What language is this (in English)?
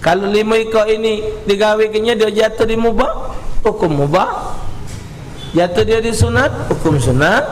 Musi